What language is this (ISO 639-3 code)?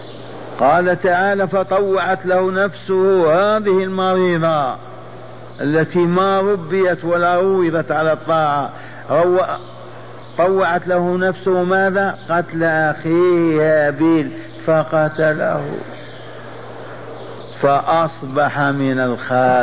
ara